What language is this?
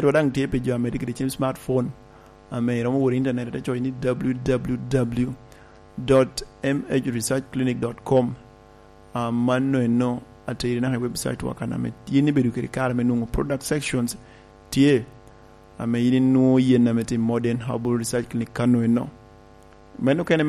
Lango (Uganda)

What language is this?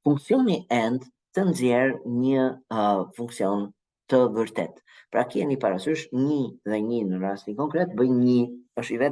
Albanian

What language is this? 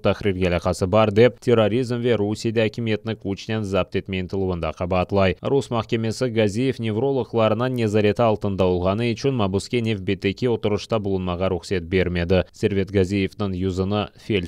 Crimean Tatar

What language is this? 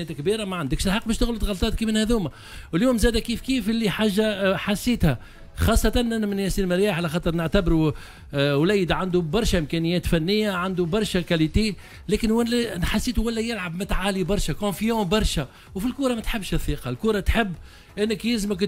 Tunisian Arabic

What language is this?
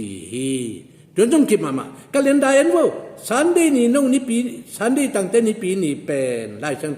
Tedim Chin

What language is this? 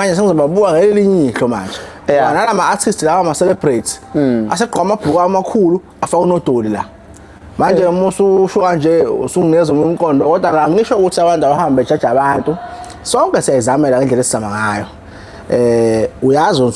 Zulu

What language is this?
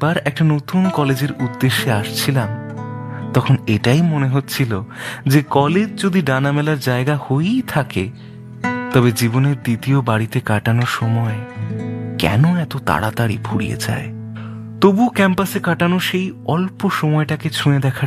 Bangla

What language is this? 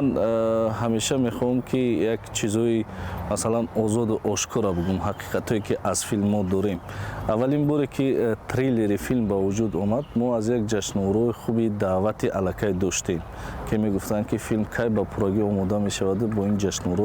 Tajik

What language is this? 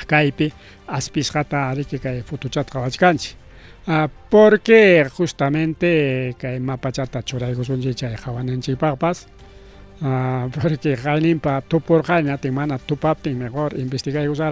Ayacucho Quechua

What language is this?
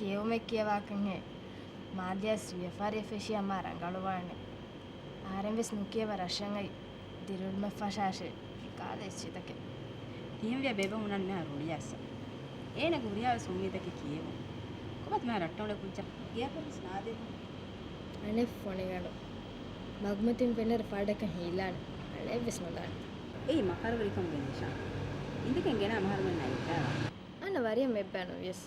Divehi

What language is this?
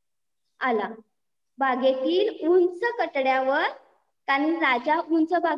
Marathi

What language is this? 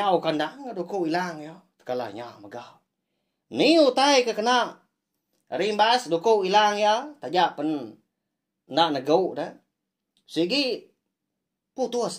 Iban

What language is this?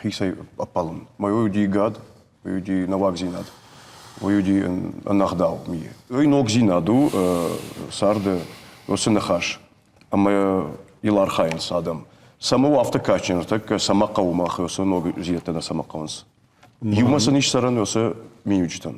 Ossetic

